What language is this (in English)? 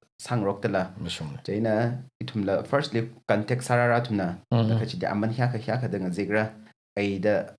Tangkhul Naga (India)